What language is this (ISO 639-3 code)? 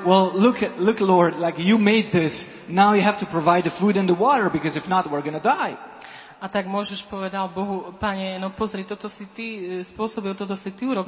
slk